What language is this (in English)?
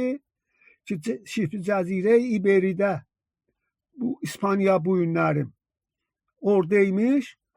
South Azerbaijani